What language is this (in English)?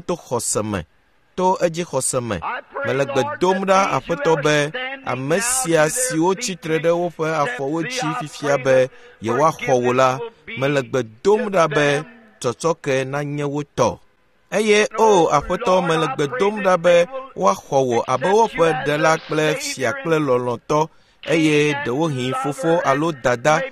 Ewe